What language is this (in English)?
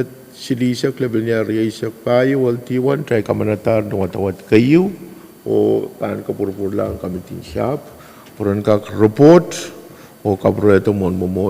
Pohnpeian